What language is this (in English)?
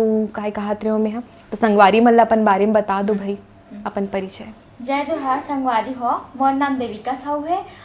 Chhattisgarhi